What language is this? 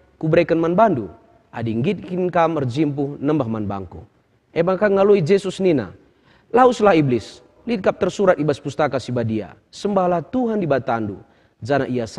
Batak Karo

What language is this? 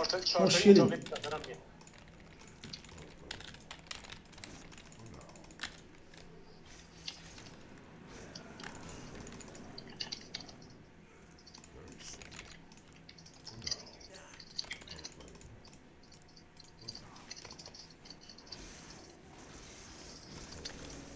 Persian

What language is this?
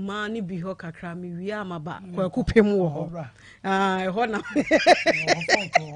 Akan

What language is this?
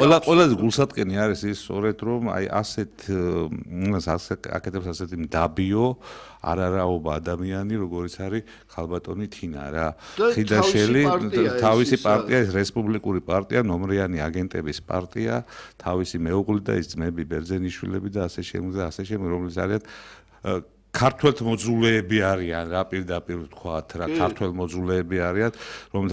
Georgian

